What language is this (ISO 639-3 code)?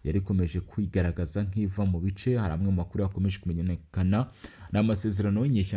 kin